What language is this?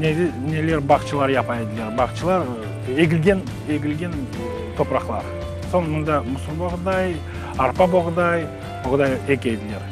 Crimean Tatar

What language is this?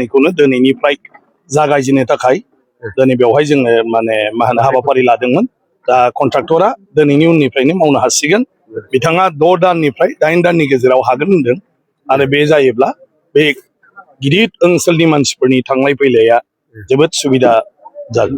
Bodo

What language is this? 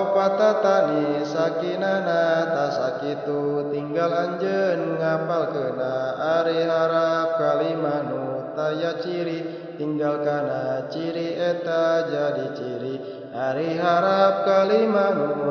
Sundanese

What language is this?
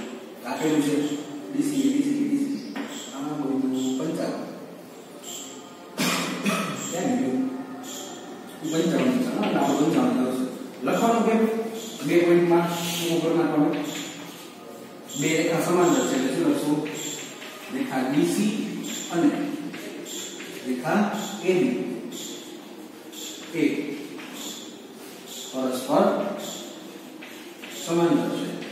Gujarati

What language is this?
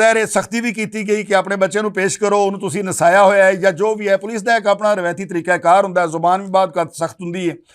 Western Panjabi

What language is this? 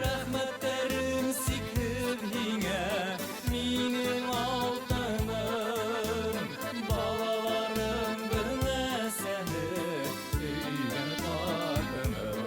Bashkir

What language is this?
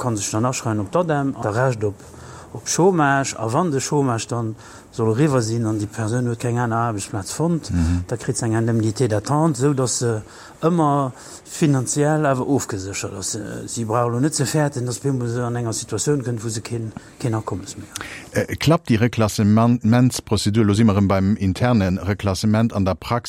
Luxembourgish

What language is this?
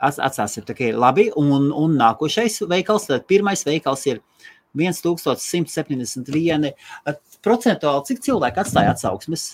Latvian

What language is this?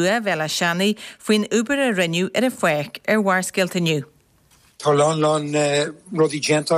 Irish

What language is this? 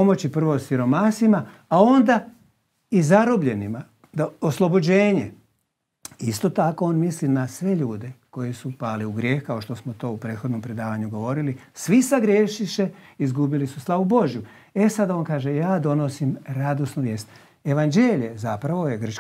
Croatian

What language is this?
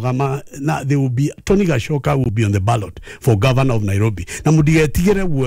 Kikuyu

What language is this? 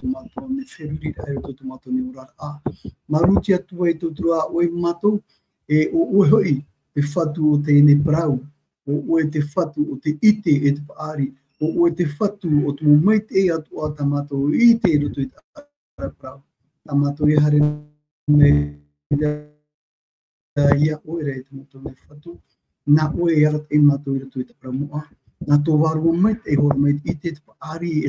Tahitian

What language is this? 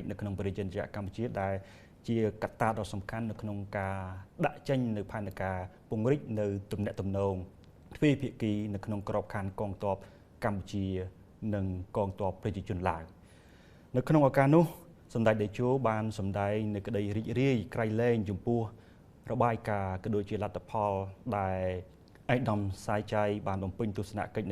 Khmer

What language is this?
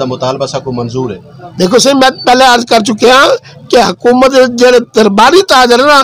Saraiki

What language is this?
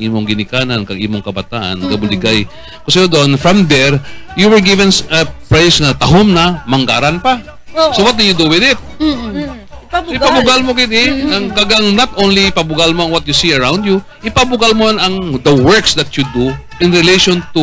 Hiligaynon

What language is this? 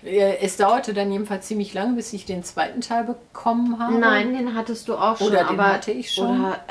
German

